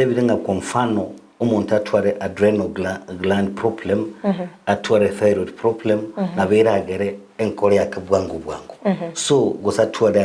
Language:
Gusii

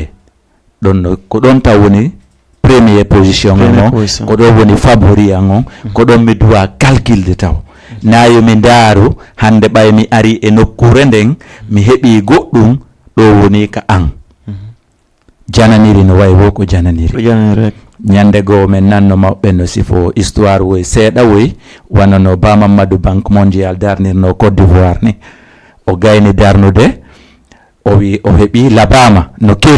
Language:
Fula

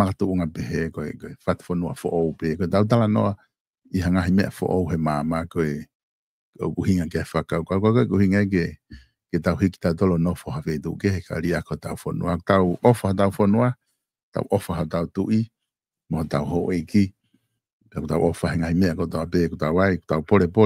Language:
Tongan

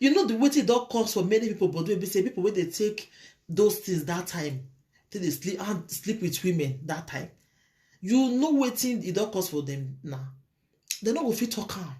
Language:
Nigerian Pidgin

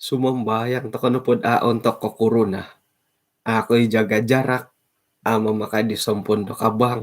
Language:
Central Dusun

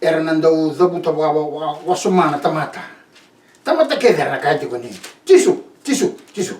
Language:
Fijian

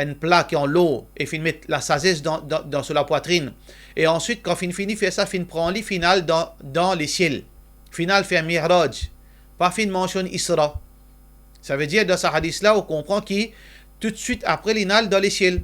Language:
Morisyen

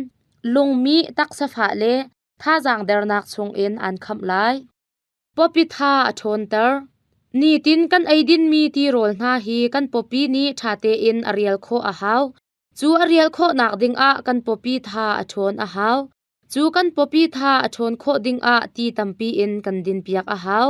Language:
Hakha Chin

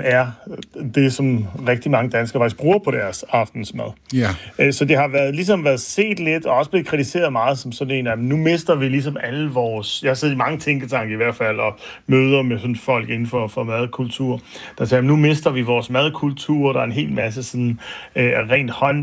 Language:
Danish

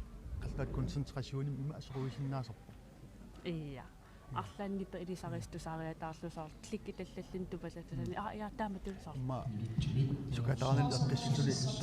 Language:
Kalaallisut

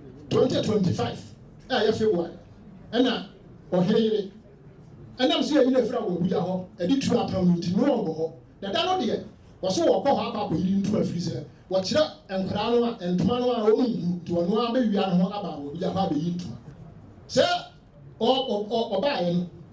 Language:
Akan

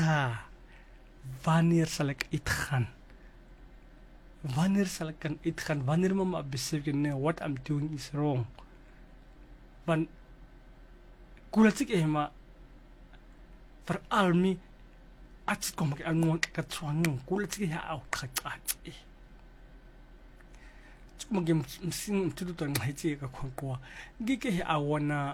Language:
Afrikaans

